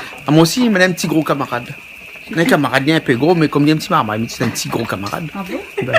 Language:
Réunion Creole French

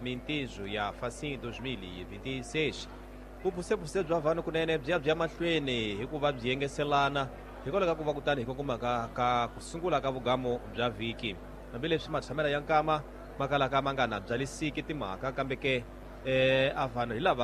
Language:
Tsonga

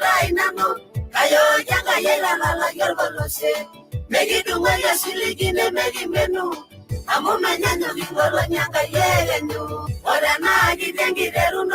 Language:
Masai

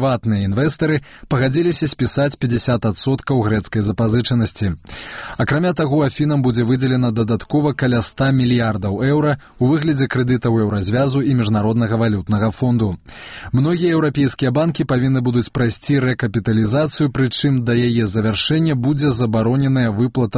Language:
Belarusian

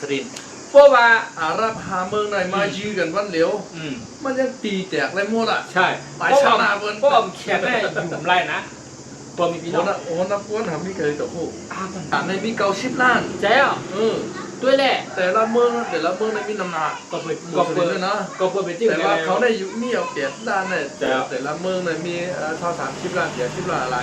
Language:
Shan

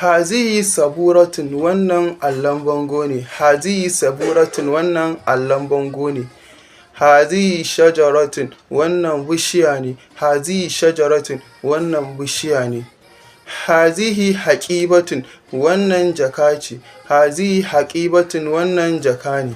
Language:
Hausa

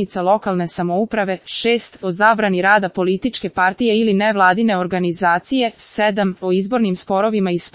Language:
Serbian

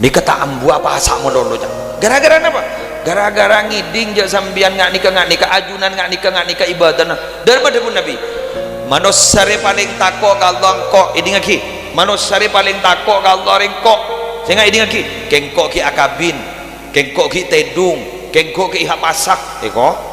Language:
Madurese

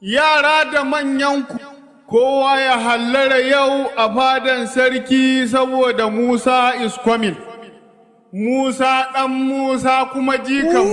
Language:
Hausa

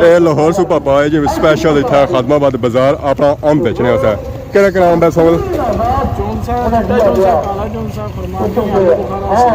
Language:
Pahari-Potwari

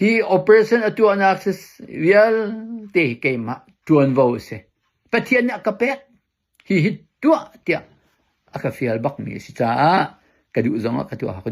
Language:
Hakha Chin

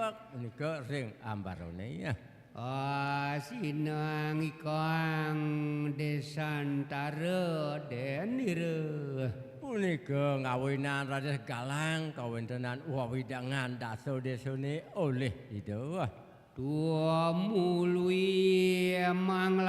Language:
Balinese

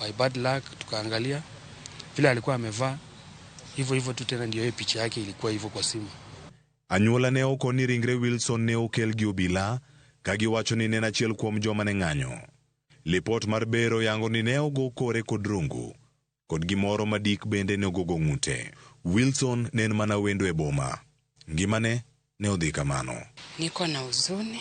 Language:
Luo (Kenya and Tanzania)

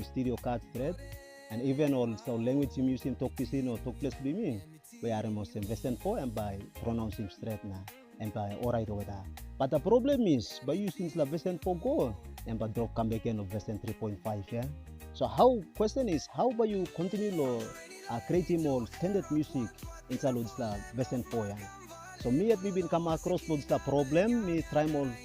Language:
Tok Pisin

